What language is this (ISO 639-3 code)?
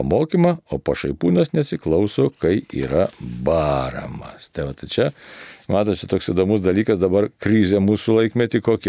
lit